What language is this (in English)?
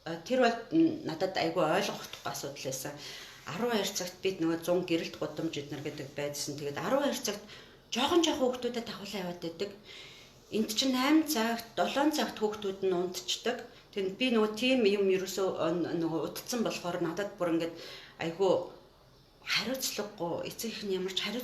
Mongolian